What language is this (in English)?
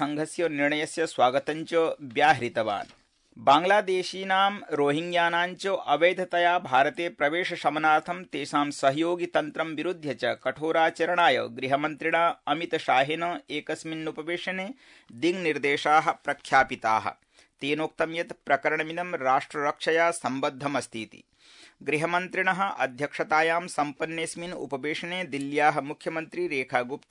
Sanskrit